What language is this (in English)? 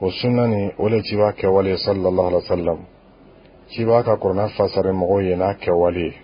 Bambara